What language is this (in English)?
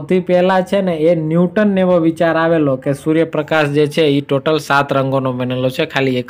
Gujarati